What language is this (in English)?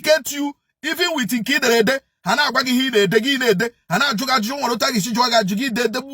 Igbo